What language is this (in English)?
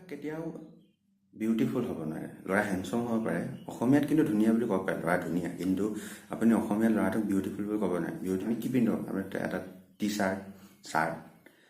Assamese